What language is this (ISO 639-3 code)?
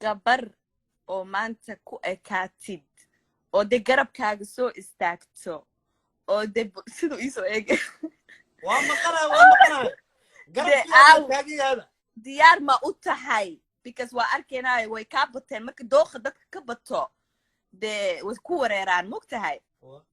som